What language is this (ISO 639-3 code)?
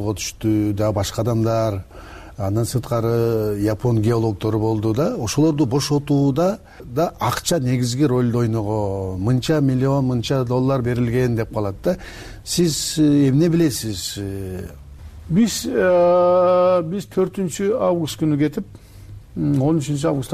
kir